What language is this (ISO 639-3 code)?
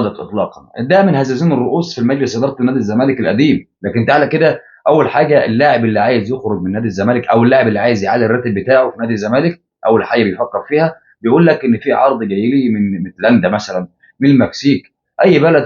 arz